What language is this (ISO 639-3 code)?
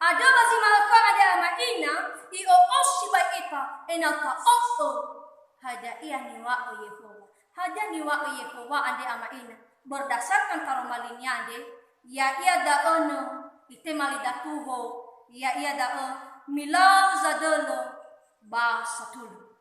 nia